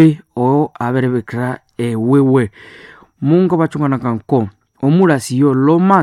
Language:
Nande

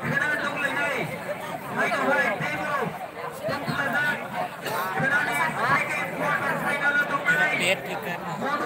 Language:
Kok Borok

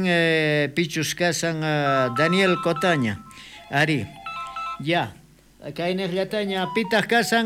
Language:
South Bolivian Quechua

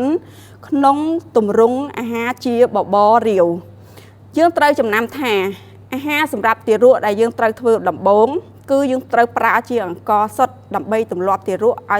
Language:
Khmer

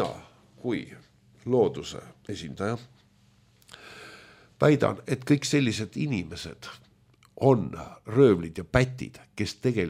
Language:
Estonian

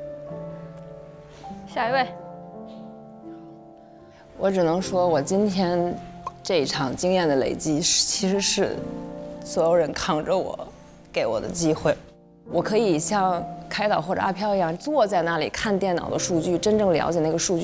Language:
Chinese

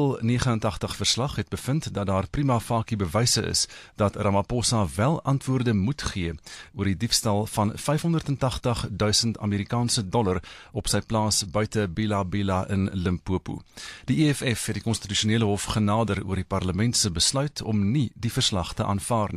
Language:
Afrikaans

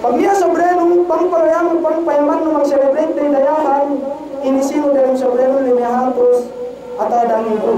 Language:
Yakan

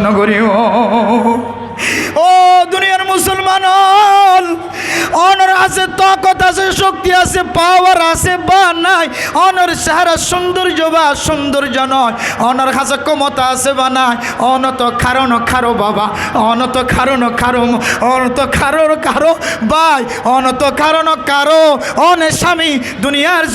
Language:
Rohingya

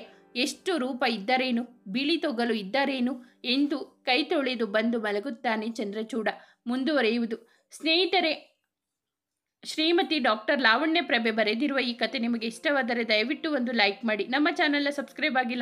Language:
Kannada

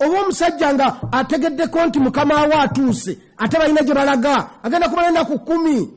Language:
Ganda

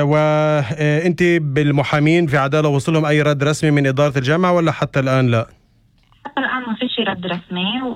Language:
North Levantine Arabic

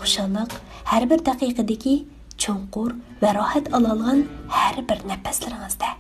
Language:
Uyghur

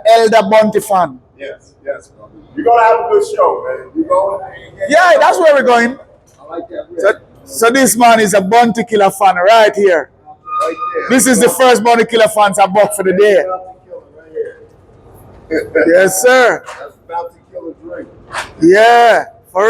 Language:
Jamaican Creole English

